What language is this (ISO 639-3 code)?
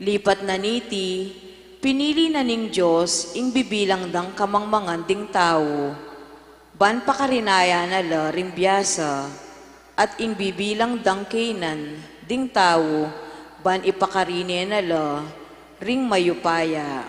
pam